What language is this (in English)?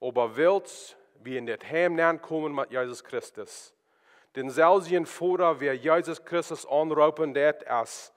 Plautdietsch